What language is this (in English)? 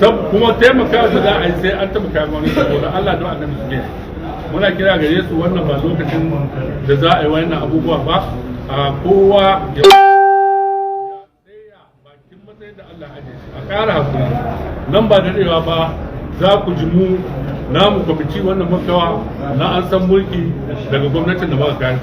Hausa